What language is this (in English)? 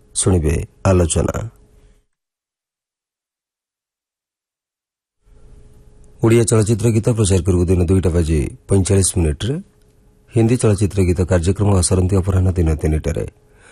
Odia